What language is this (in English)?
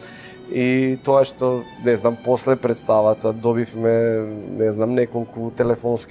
Macedonian